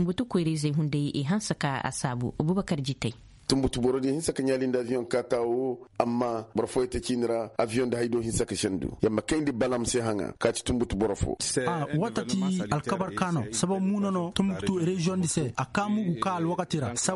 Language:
Koyraboro Senni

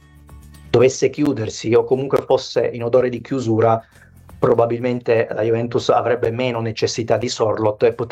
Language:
Italian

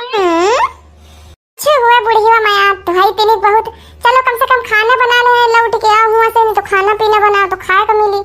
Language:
Awadhi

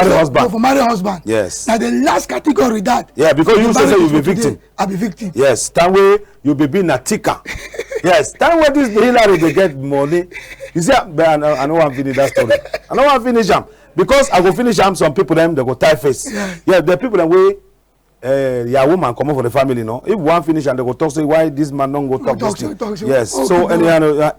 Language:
Cameroon Pidgin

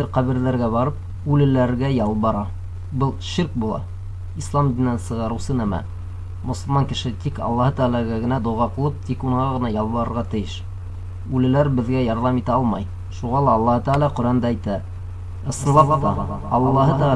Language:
Bashkir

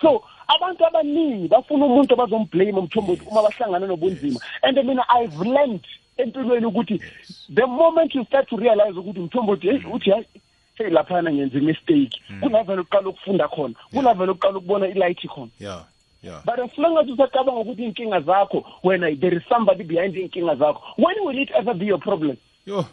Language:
South Ndebele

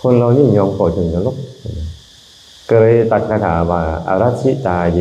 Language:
Lao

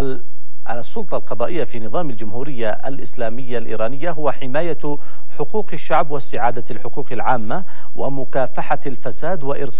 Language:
Arabic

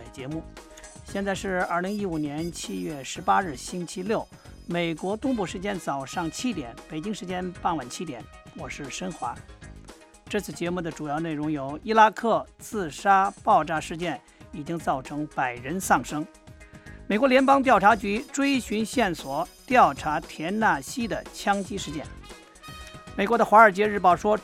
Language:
Chinese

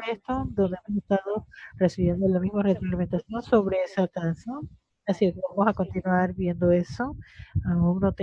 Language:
Spanish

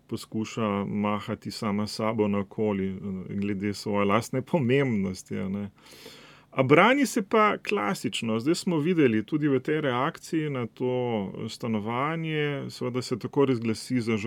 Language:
Slovenian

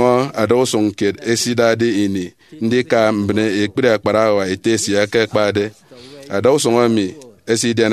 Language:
Efik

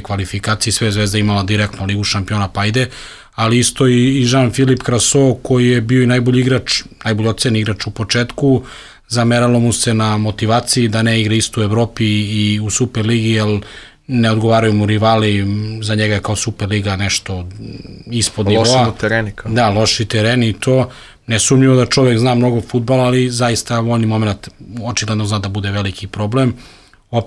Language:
Serbian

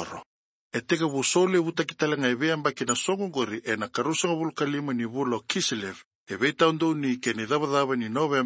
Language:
Fijian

